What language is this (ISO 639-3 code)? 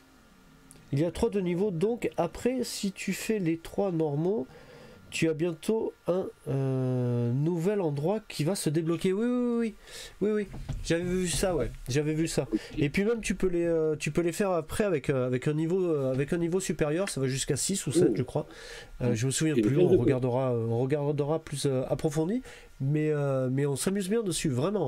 fra